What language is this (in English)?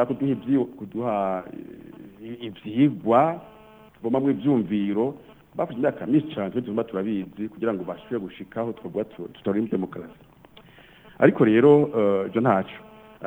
Rundi